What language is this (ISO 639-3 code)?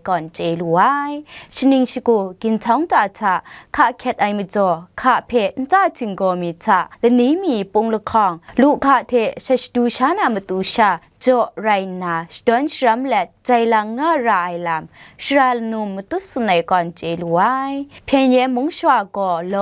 kac